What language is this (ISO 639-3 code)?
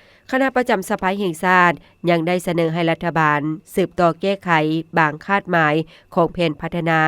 lao